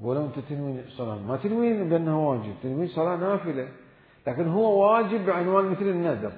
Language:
Mesopotamian Arabic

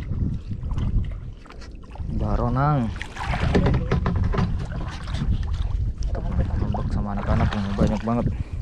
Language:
Indonesian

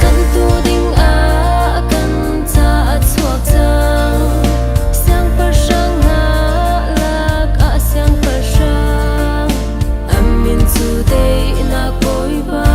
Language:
Hakha Chin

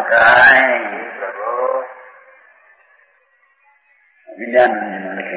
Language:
Gujarati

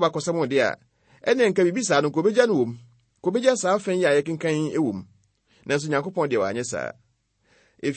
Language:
Akan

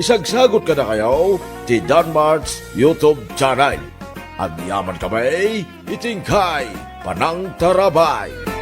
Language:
Iloko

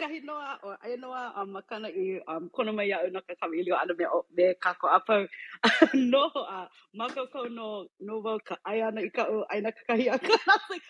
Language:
Hawaiian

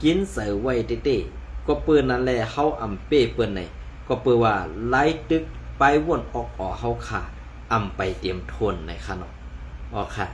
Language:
Shan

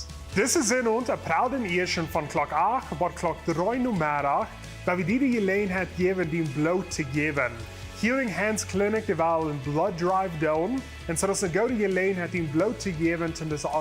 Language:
Plautdietsch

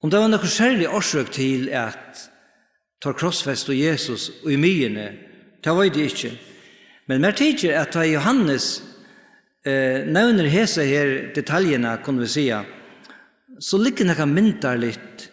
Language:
Faroese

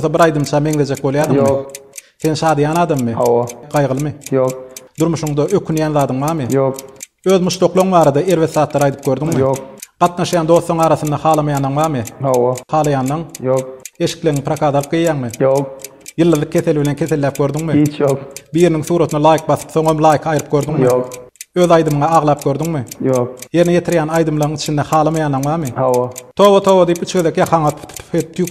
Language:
Turkmen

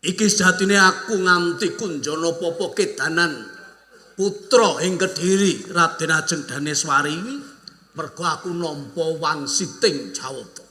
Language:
Javanese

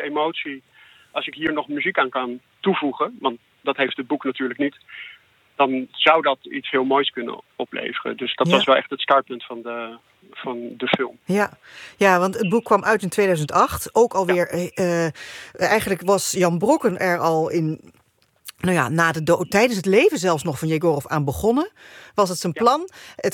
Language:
Dutch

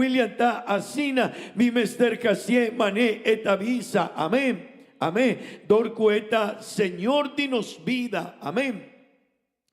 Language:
Papiamento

